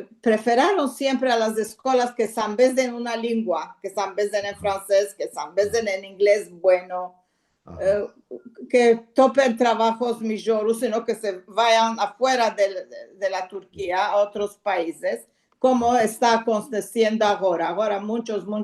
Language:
Ladino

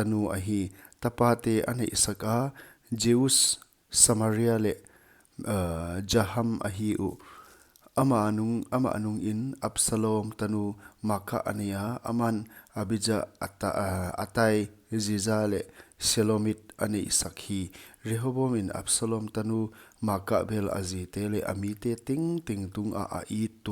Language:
Paite Chin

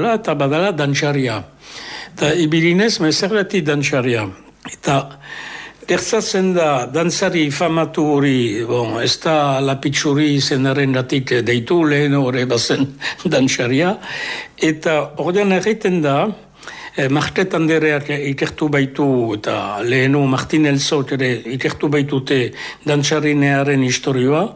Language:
Basque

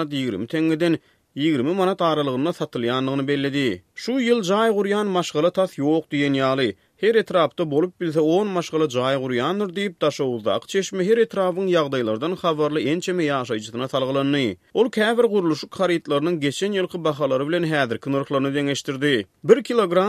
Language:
Turkmen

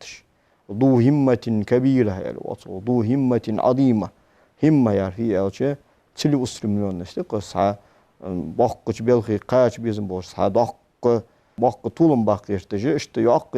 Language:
Ingush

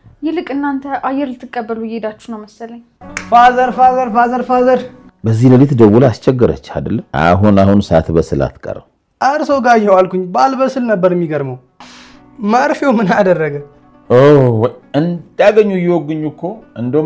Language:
Amharic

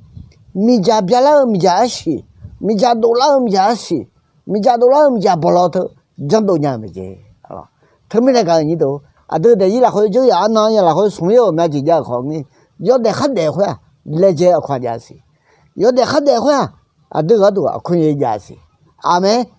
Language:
Akha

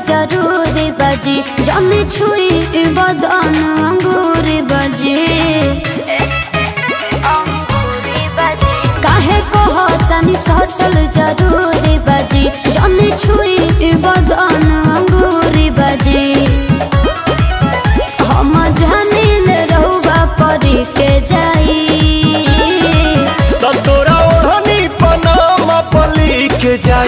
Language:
Bhojpuri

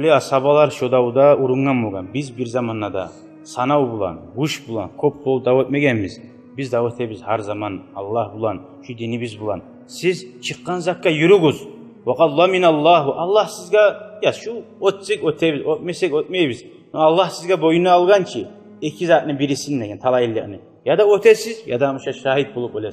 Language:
Kumyk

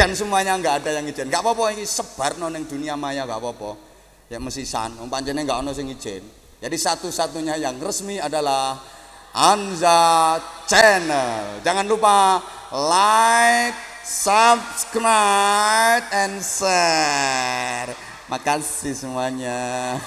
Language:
Javanese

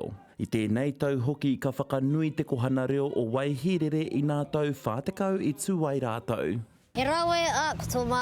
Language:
Māori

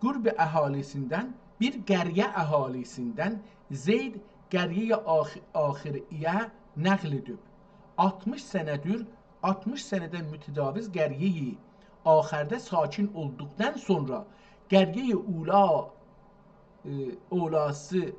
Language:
South Azerbaijani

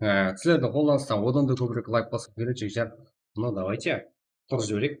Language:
Kara-Kalpak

